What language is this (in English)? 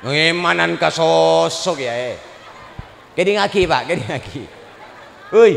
Madurese